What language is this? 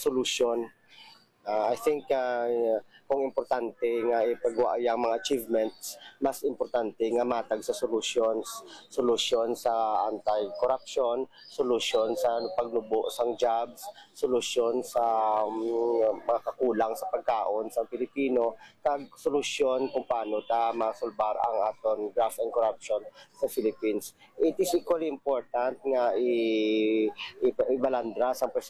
Hiligaynon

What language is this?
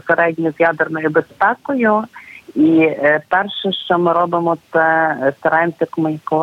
Ukrainian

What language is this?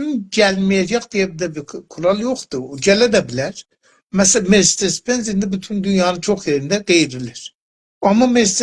South Azerbaijani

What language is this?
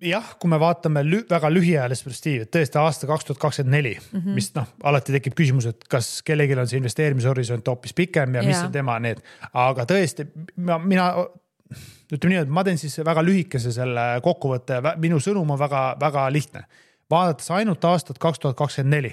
Estonian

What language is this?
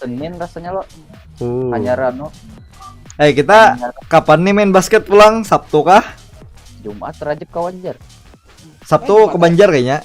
Banjar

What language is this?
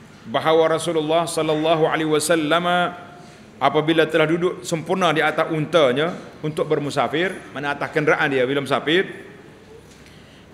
Malay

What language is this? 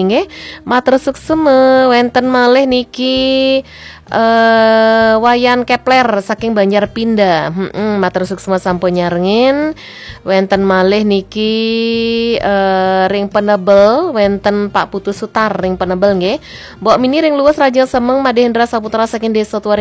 Balinese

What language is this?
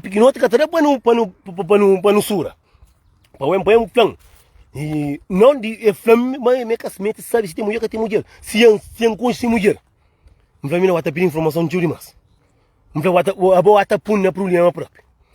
Kabuverdianu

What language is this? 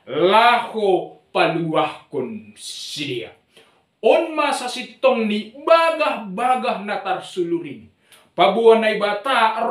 Batak Simalungun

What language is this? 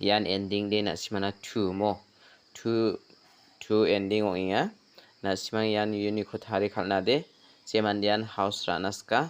Garo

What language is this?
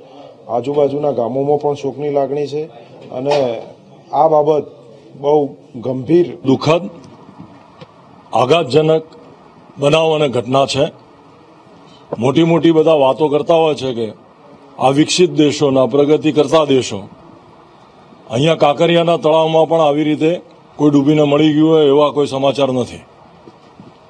Gujarati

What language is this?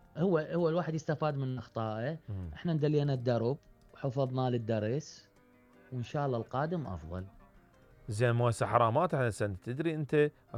Mesopotamian Arabic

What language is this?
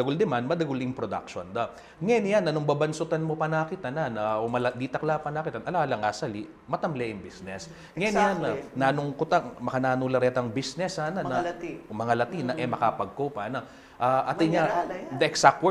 Pampanga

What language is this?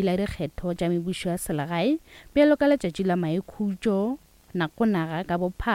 Northern Sotho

